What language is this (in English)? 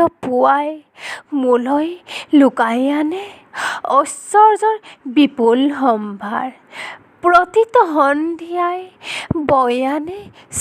Assamese